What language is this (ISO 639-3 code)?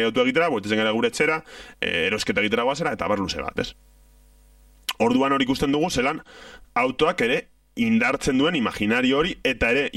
eus